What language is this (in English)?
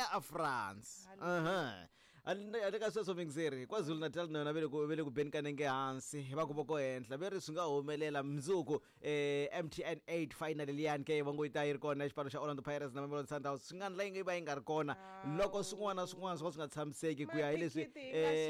Tsonga